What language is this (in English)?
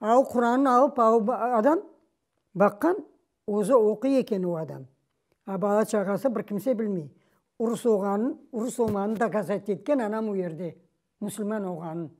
Crimean Tatar